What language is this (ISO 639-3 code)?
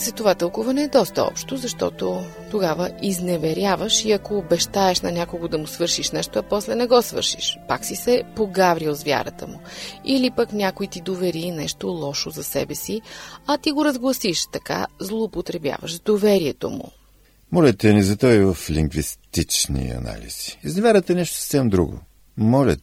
bul